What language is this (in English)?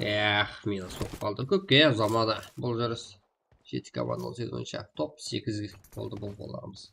Kara-Kalpak